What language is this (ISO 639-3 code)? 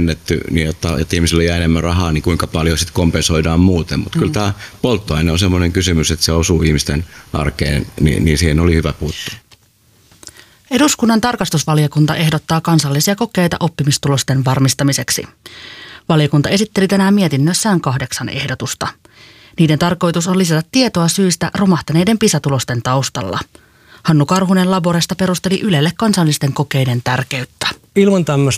fin